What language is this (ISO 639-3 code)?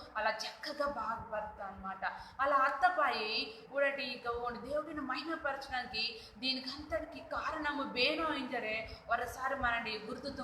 kff